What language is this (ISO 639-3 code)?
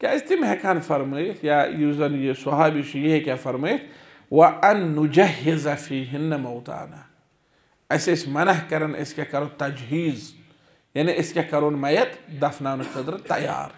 kas